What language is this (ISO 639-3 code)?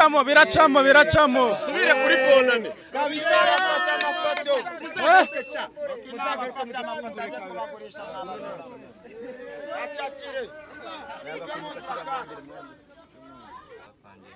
kin